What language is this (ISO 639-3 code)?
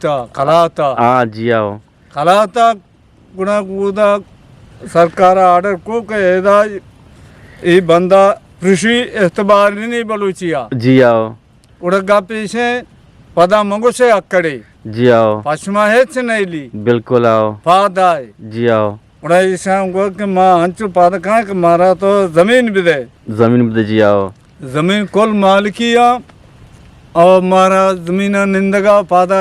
bgp